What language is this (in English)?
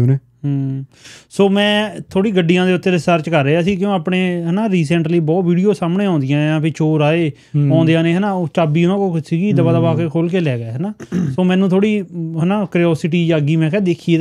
Punjabi